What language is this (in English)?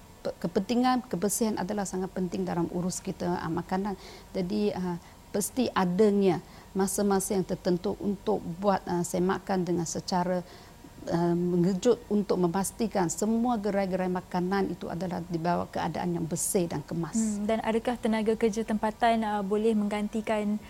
Malay